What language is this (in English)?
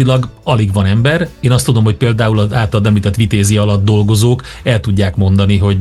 Hungarian